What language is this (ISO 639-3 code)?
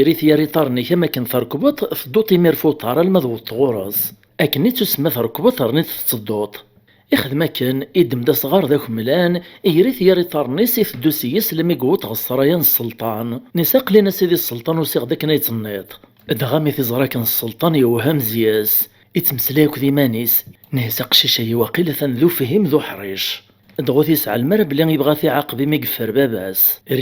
kab